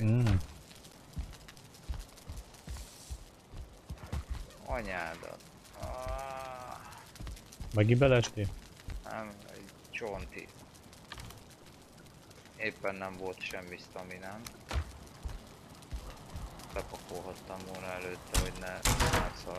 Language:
Hungarian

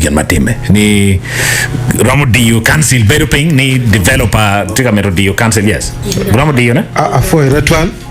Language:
Acoli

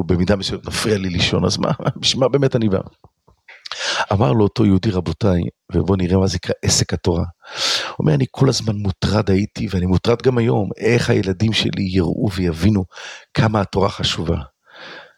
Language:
Hebrew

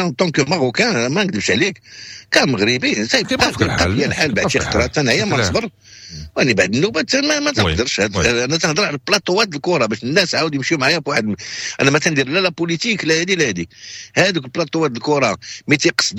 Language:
Moroccan Arabic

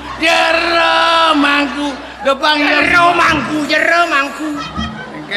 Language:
Balinese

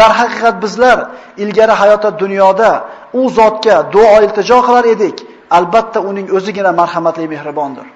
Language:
Uzbek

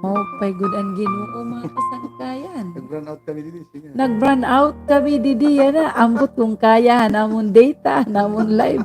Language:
Waray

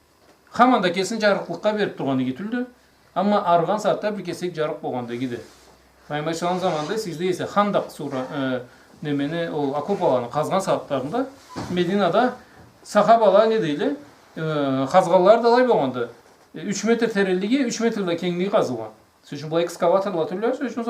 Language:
Karachay-Balkar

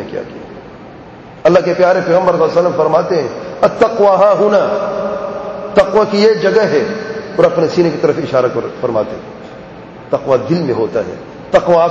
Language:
Urdu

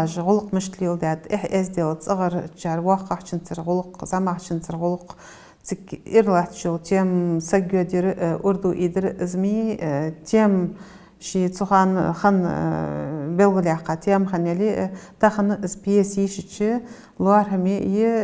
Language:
Ingush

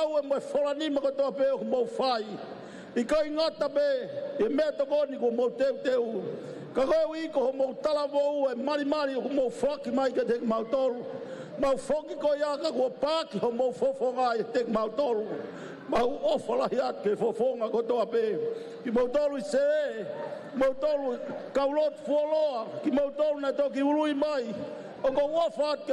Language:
Tongan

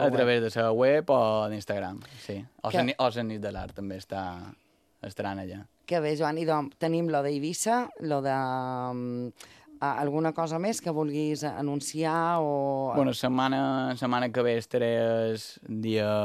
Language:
Catalan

